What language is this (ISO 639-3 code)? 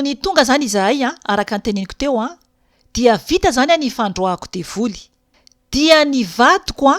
mlg